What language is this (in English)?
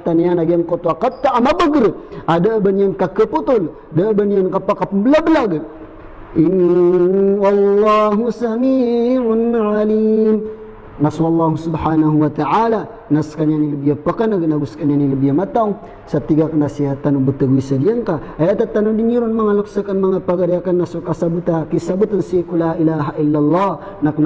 Maranao